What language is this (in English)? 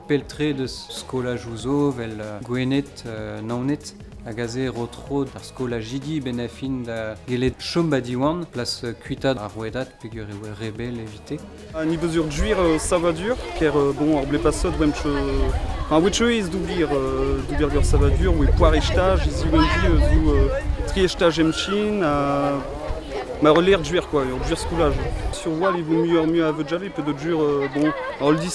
Breton